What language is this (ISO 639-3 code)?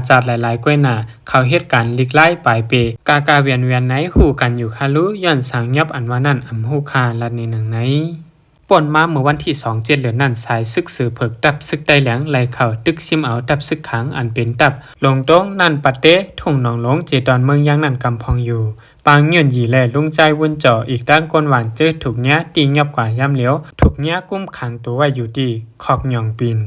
shn